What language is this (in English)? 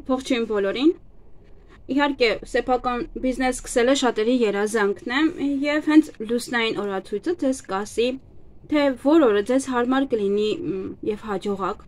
Armenian